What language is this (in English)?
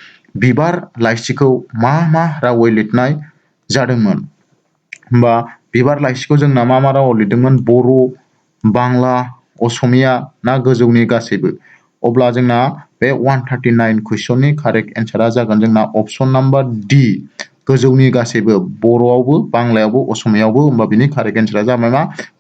Bodo